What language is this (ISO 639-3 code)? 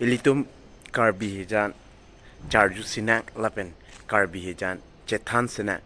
mjw